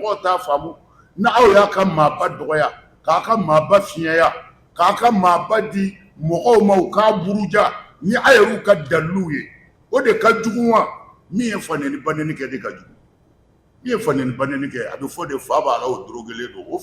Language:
Bambara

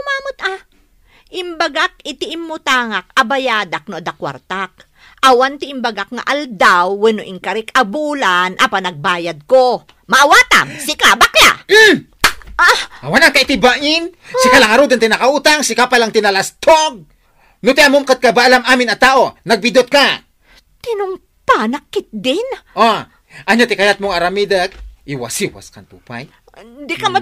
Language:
Iloko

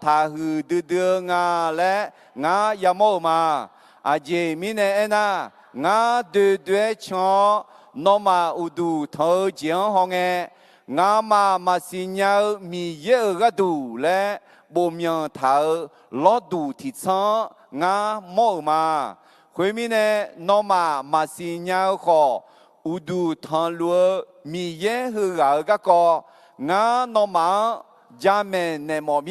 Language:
Akha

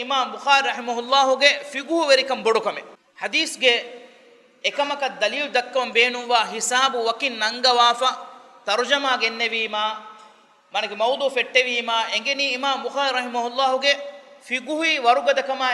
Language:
Divehi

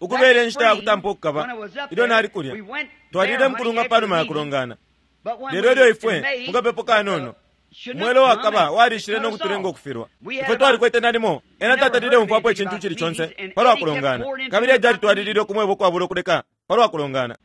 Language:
Bemba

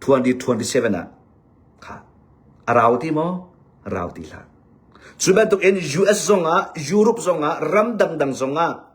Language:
Hakha Chin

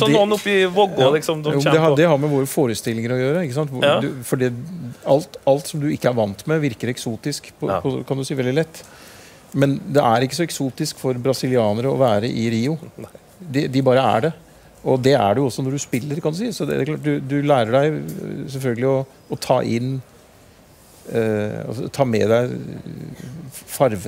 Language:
Norwegian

